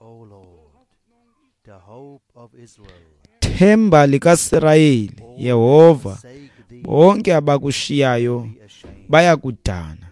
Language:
Xhosa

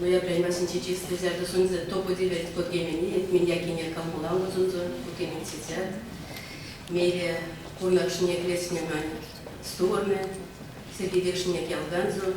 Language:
Erzya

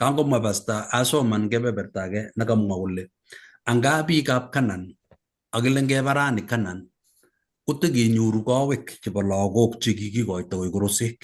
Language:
Kalenjin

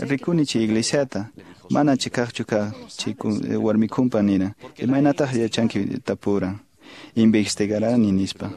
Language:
Quechua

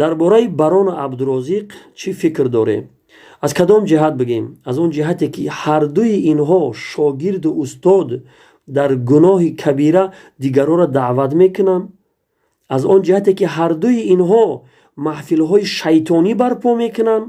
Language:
Tajik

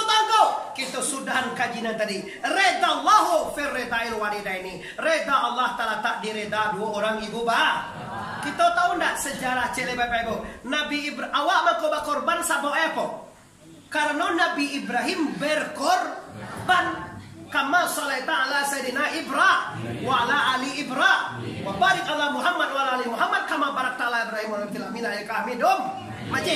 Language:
Minangkabau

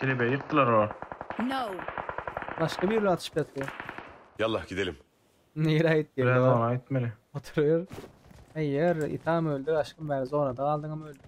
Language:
Turkmen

